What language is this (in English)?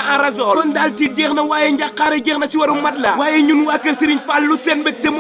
Wolof